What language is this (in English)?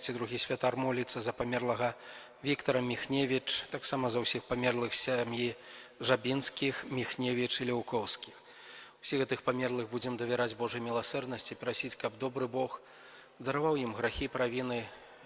Belarusian